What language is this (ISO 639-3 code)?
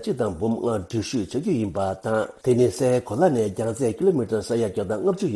bod